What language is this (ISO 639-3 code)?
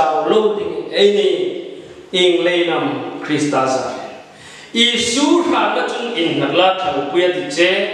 hmr